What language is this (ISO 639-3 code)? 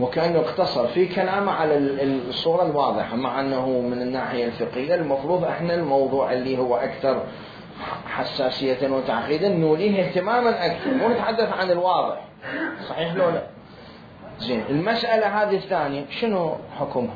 acm